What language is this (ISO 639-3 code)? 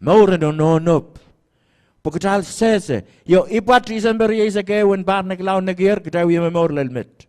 pon